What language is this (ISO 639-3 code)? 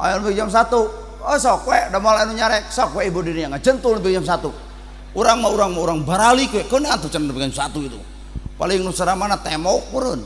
sun